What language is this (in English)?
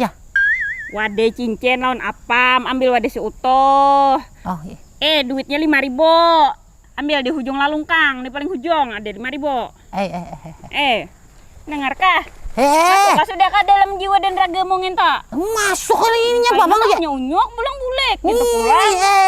Banjar